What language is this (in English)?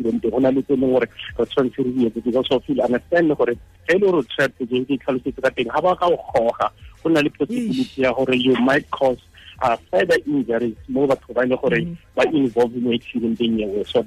Tswana